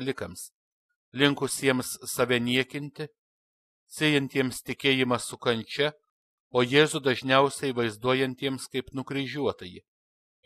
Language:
Lithuanian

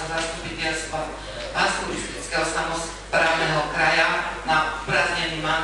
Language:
Slovak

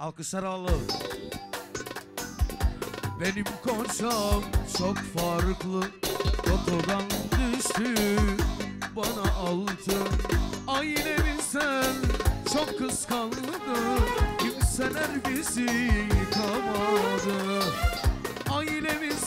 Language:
Turkish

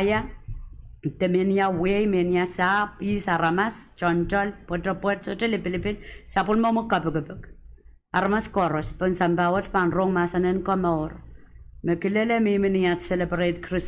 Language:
Pohnpeian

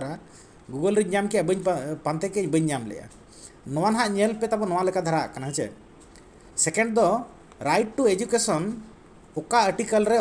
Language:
Santali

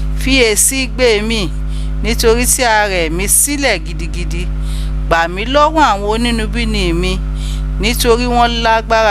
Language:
Yoruba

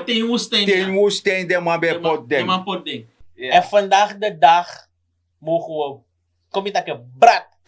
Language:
Sranan Tongo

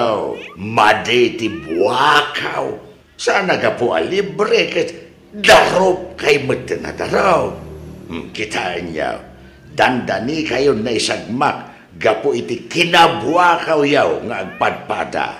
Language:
Iloko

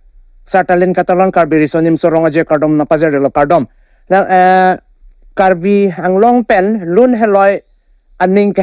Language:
Karbi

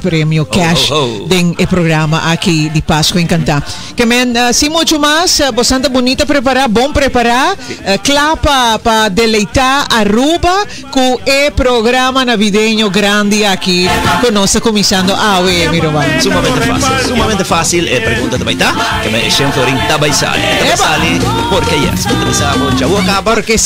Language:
Papiamento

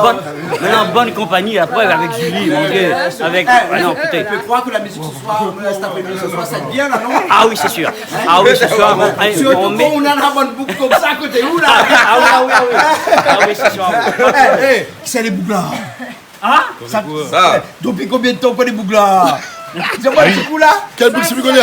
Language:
Réunion Creole French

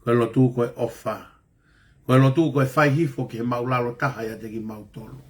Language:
Tongan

